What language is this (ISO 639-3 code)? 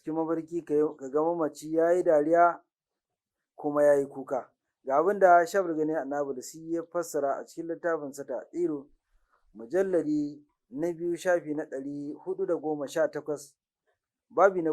hau